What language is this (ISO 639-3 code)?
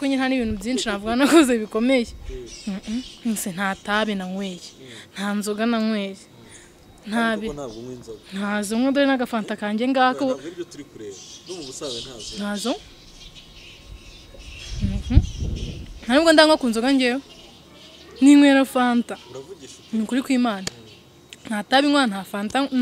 kin